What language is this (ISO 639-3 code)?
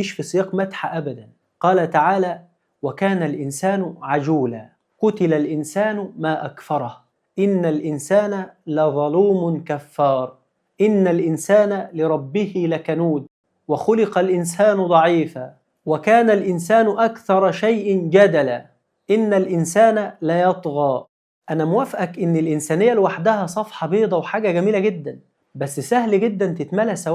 arz